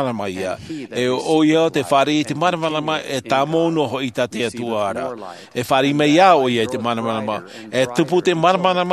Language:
Tahitian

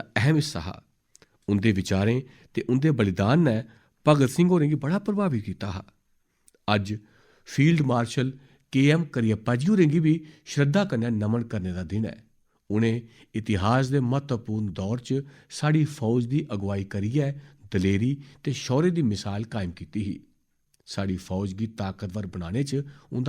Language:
Dogri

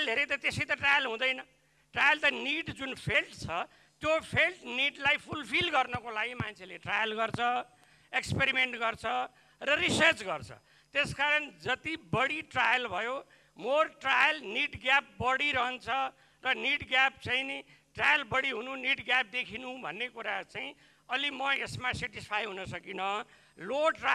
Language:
Nepali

